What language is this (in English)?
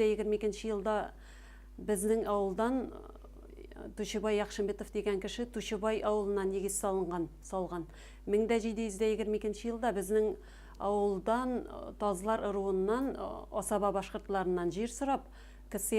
Bashkir